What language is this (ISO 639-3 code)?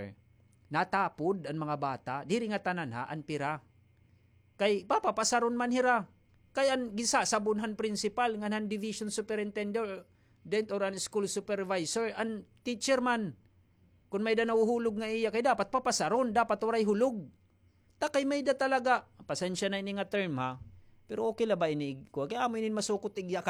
war